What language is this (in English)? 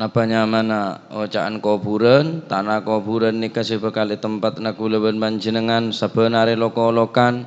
Madurese